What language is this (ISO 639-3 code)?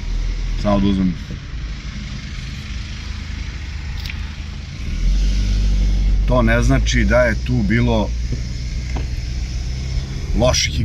srp